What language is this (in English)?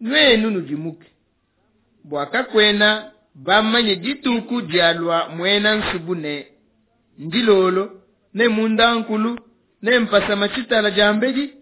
Luba-Lulua